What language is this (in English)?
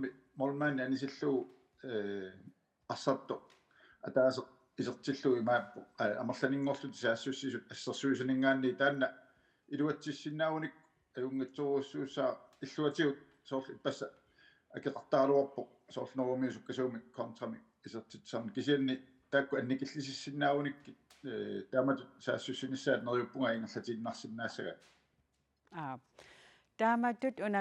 Kalaallisut